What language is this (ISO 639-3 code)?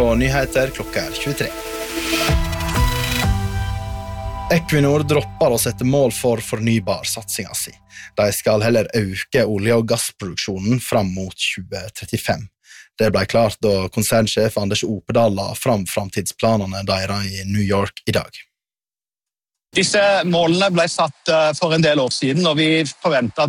nor